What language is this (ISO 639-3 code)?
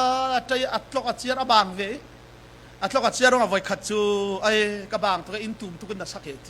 cfm